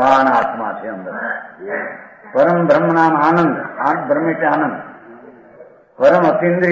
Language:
Gujarati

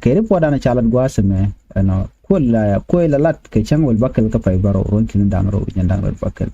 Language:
Nuer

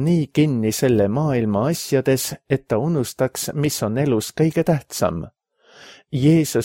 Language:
Estonian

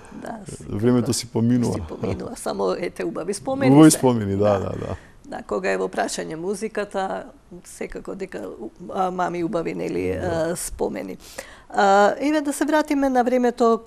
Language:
Macedonian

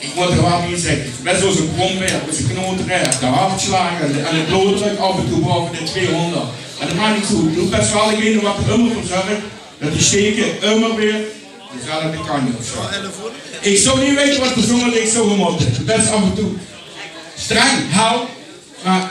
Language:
Limburgish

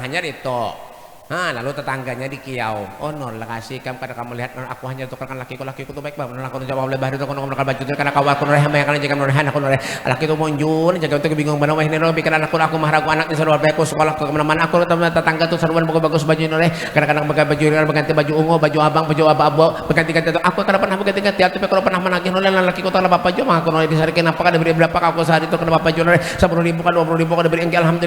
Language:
Banjar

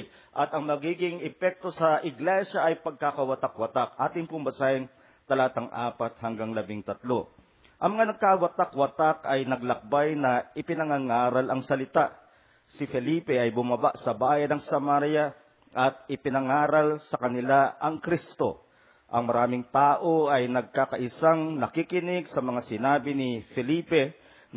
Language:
Filipino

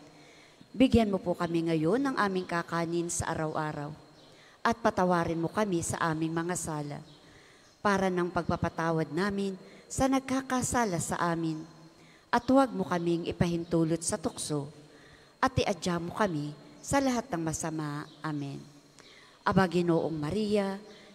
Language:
Filipino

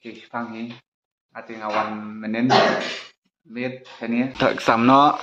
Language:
Khasi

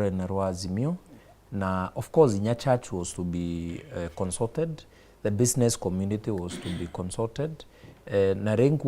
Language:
Meru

